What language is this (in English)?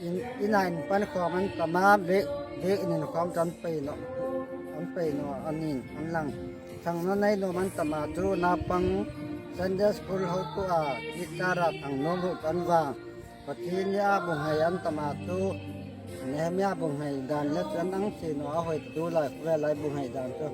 Hmar